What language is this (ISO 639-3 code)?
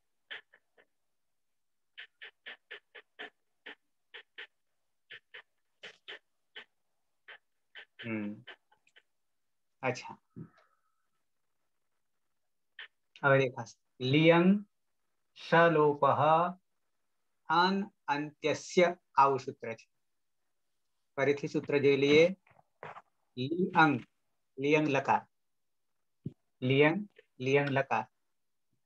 guj